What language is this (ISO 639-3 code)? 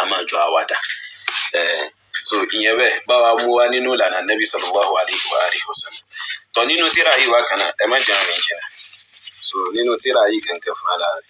yor